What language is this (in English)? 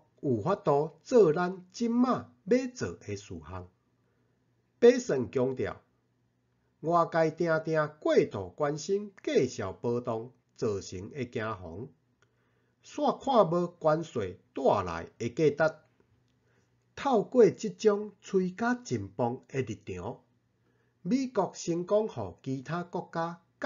Min Nan Chinese